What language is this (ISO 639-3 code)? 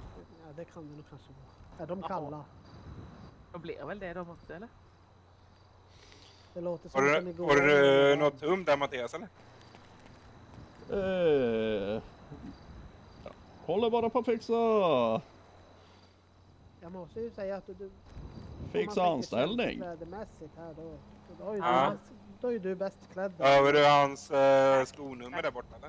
swe